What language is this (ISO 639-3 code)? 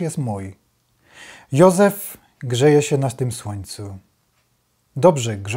szl